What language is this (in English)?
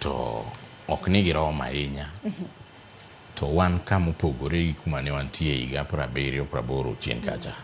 Luo (Kenya and Tanzania)